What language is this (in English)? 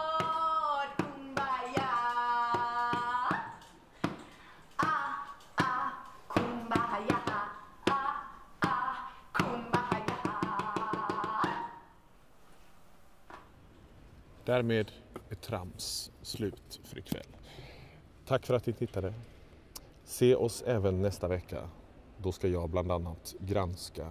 Swedish